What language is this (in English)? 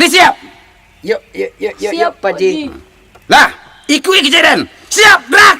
Minangkabau